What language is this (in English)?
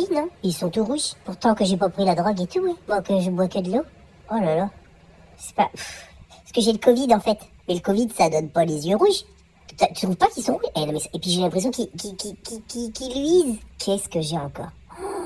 French